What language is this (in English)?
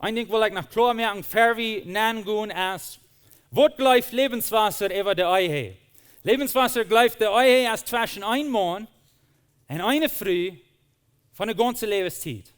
Plautdietsch